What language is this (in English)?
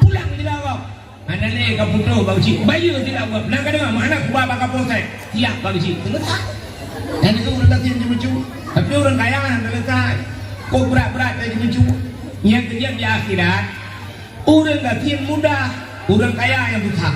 Achinese